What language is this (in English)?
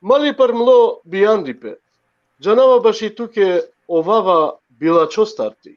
Balkan Romani